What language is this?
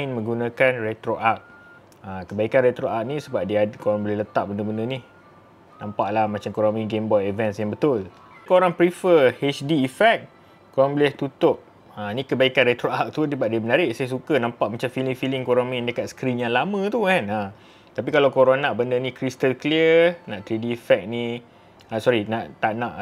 Malay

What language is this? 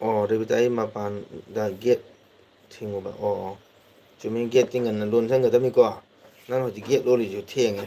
Manipuri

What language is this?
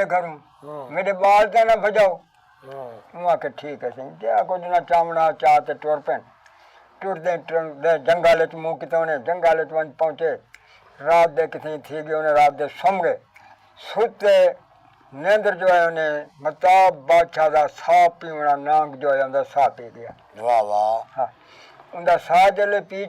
Saraiki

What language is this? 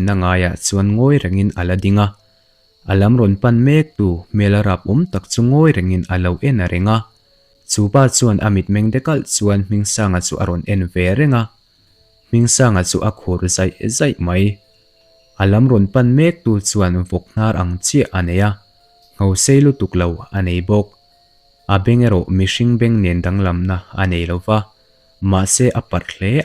Mizo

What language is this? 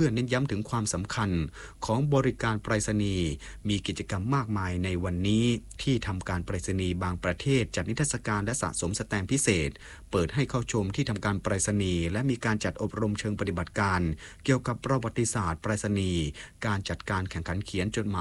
Thai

